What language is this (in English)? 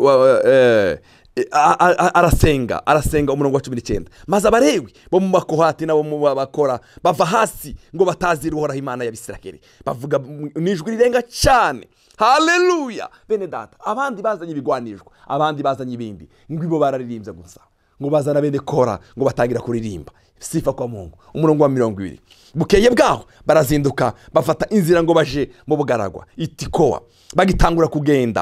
Rundi